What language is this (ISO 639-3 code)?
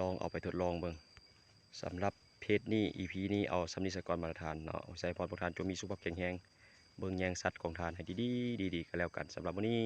lao